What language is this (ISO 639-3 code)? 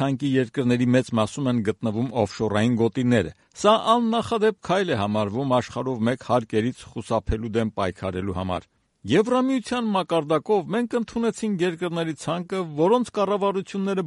hye